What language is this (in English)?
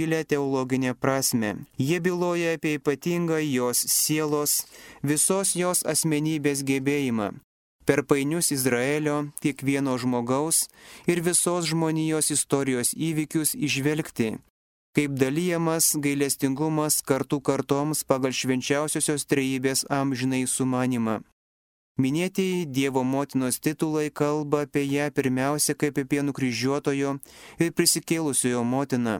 Lithuanian